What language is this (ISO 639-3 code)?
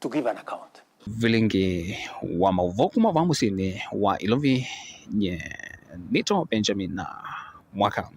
kam